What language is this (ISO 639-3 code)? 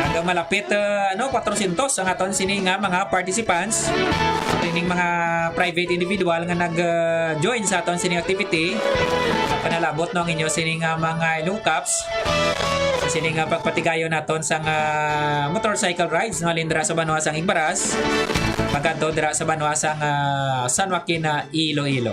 hil